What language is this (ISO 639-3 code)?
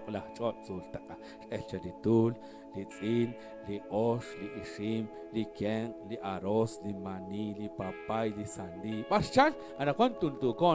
kek